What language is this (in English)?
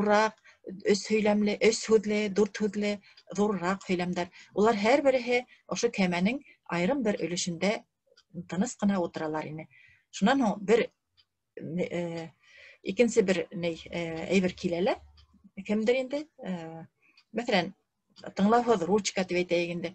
Bashkir